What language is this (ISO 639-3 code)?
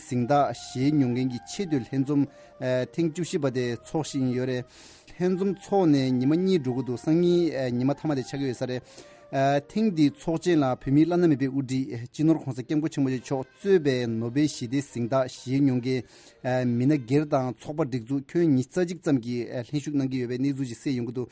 bod